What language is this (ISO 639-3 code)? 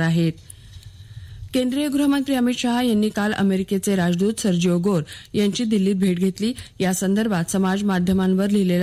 mar